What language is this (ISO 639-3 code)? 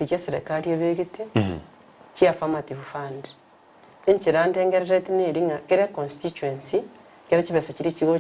guz